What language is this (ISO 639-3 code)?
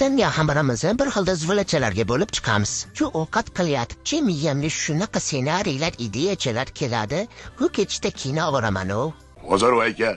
uzb